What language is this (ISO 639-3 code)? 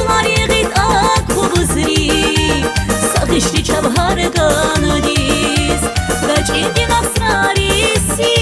tab